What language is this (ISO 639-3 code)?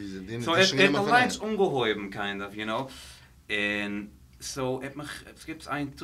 yid